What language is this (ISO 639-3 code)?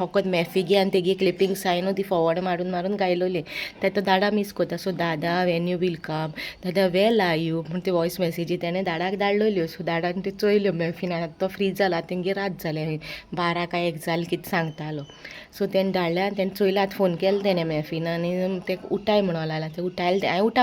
kok